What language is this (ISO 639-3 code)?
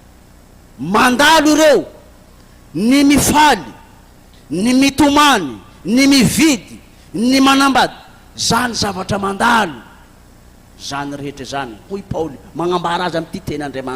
mlg